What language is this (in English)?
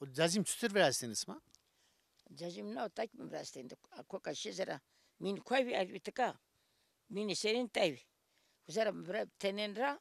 Zaza